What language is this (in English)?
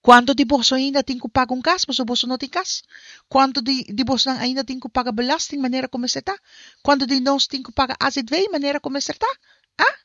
Papiamento